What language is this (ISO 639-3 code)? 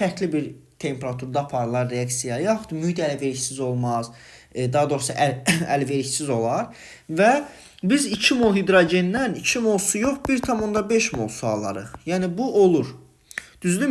aze